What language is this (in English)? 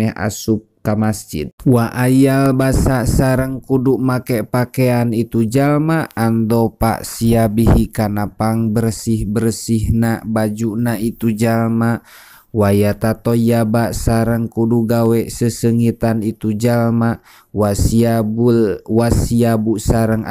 Sundanese